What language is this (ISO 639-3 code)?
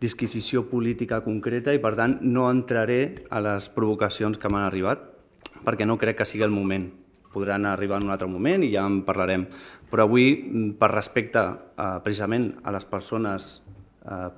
cat